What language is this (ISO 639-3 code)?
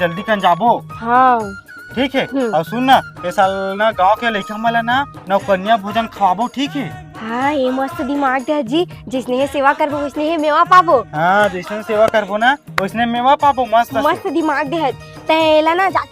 hne